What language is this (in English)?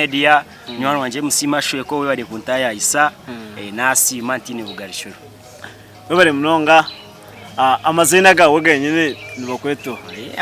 Nyankole